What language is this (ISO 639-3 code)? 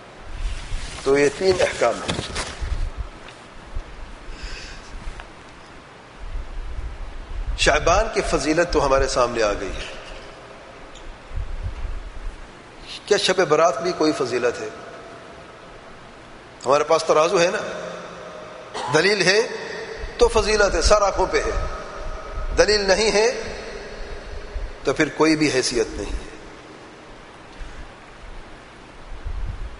urd